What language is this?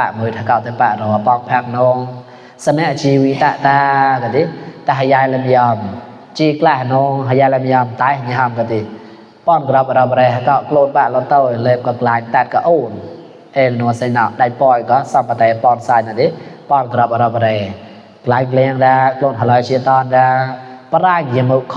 Mon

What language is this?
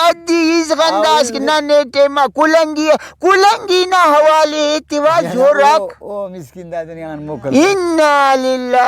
Brahui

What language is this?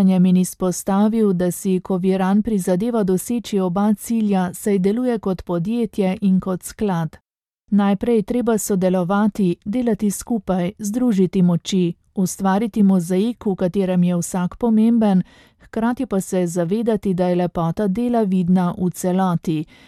Slovenian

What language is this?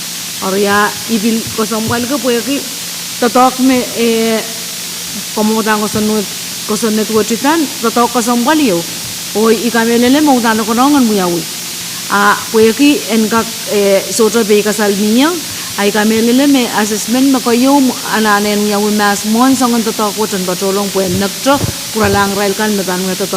Pohnpeian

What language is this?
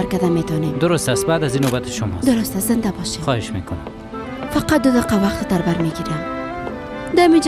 Persian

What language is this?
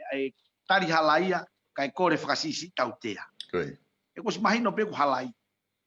Tongan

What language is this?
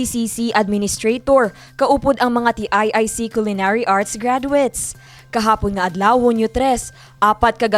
Hiligaynon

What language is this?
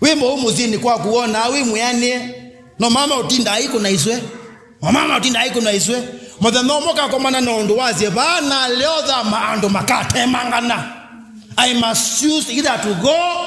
Kamba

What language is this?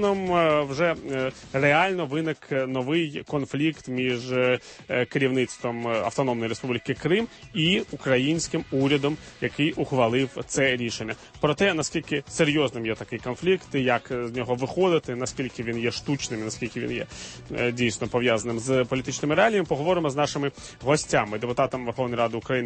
Ukrainian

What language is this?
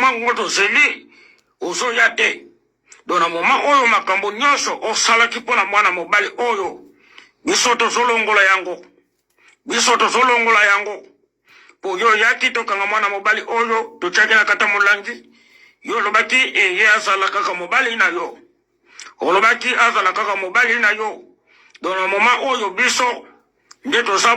Lingala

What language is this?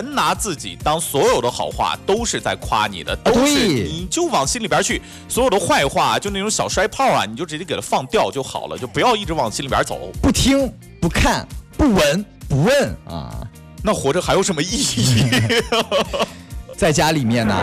Chinese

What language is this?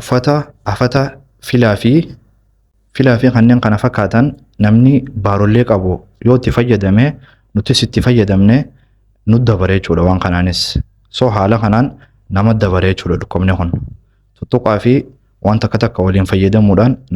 Oromo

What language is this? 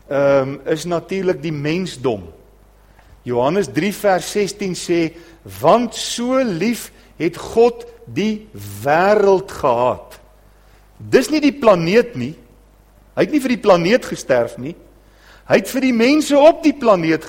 Afrikaans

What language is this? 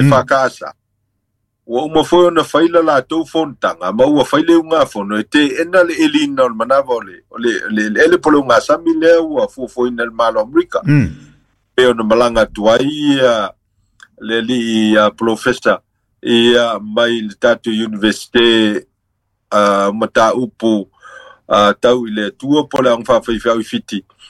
Samoan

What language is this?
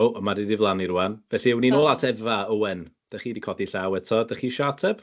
Welsh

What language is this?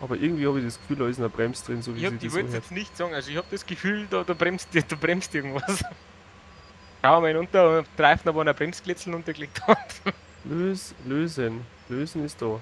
Bavarian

